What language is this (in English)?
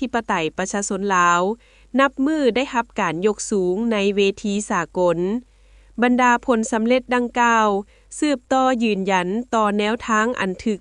Lao